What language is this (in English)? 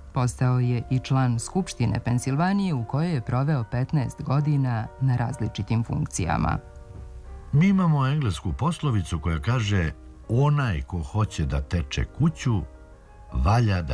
Serbian